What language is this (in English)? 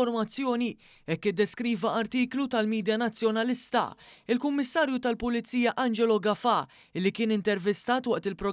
Maltese